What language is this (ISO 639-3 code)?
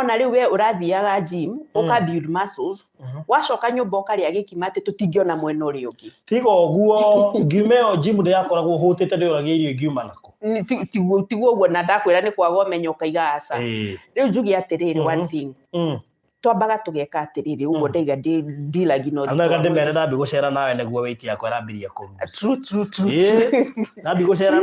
kik